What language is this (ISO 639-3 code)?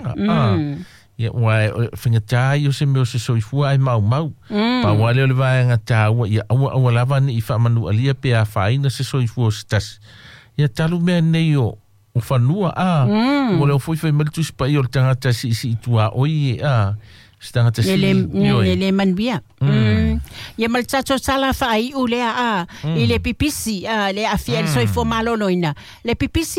smo